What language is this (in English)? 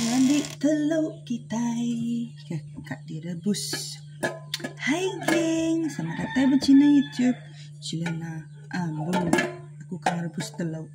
Iban